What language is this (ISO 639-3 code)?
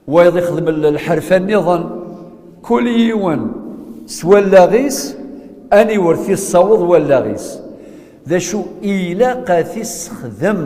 kab